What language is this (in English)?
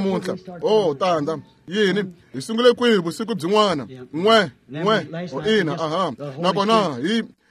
Tsonga